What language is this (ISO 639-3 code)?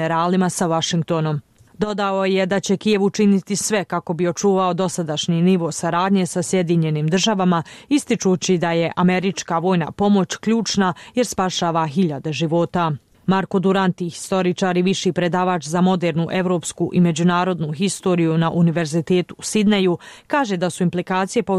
bos